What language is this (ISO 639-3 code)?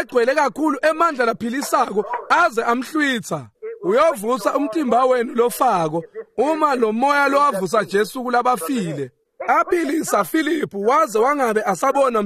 ssw